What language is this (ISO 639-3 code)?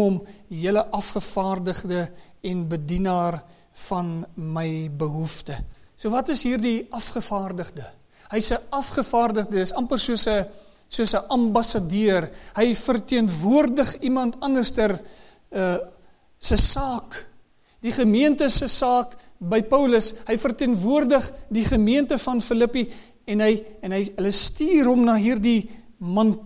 afr